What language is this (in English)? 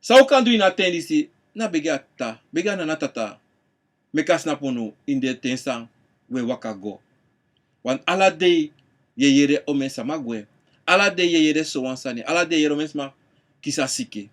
Sranan Tongo